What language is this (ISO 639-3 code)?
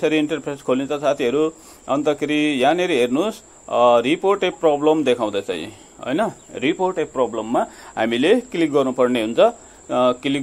nep